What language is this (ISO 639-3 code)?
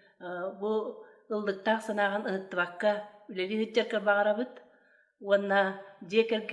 sah